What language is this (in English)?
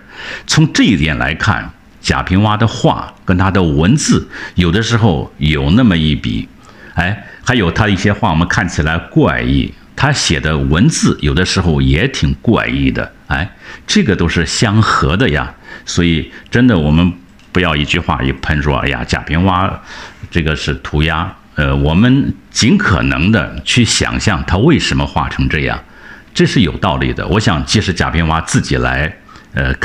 Chinese